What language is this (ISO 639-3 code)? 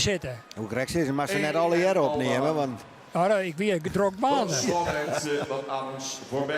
fry